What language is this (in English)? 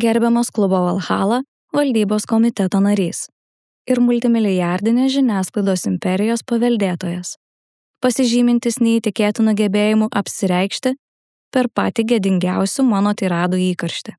Lithuanian